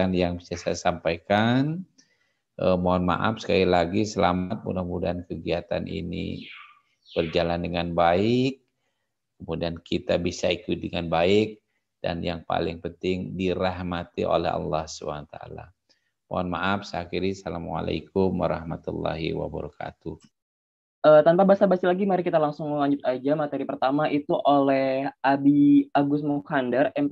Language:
Indonesian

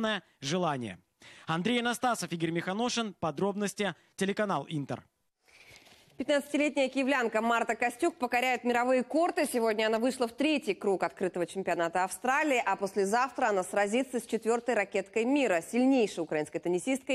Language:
Russian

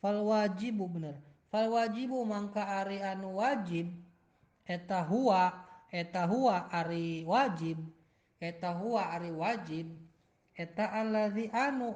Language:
Sundanese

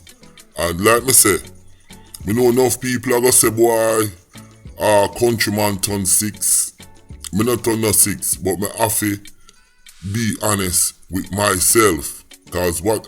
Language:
Jamaican Creole English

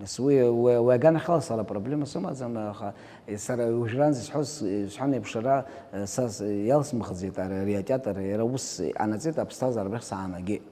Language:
Abkhazian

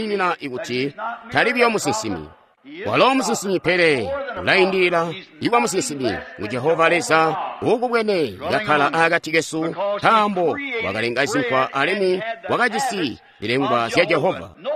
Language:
Tonga (Zambia)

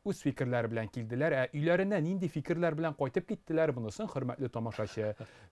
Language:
Tatar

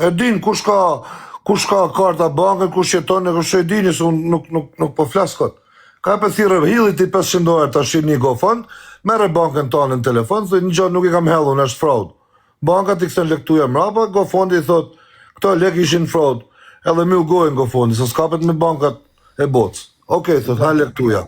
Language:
Albanian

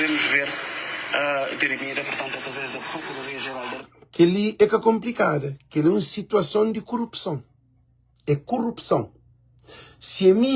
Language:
Kabuverdianu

